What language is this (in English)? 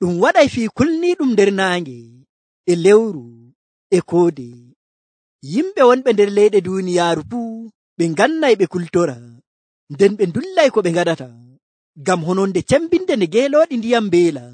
Nigerian Fulfulde